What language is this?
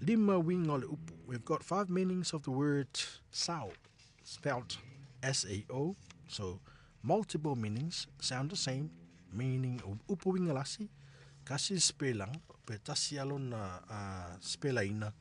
Samoan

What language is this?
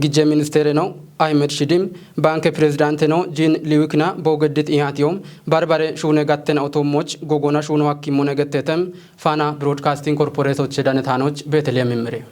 Kafa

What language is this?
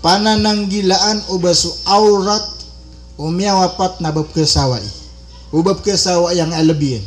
Maranao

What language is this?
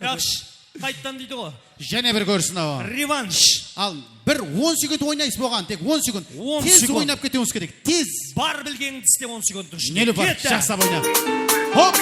Kara-Kalpak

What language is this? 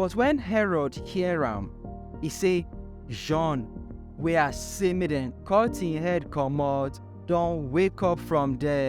Nigerian Pidgin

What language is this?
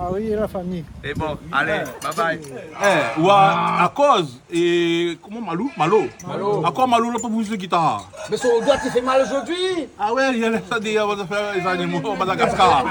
Réunion Creole French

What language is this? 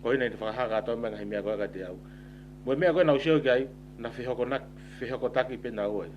Tongan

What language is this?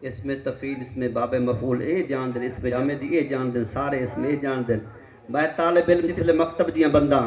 Saraiki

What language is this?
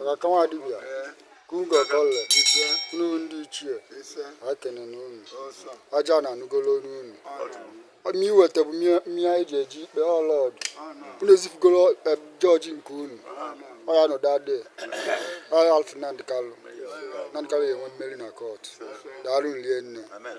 Igbo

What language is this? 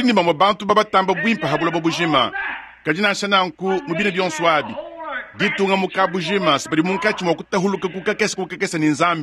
Luba-Lulua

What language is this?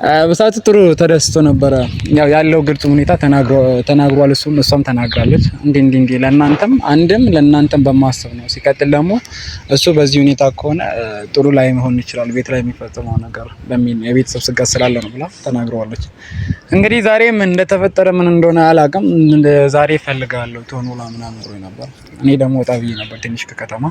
Amharic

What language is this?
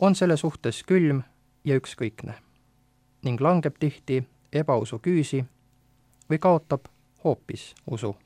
Estonian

